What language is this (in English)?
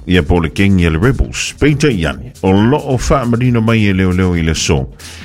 Samoan